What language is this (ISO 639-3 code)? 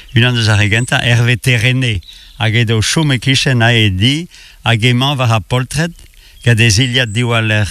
bre